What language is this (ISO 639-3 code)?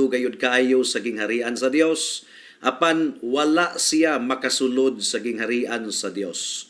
ceb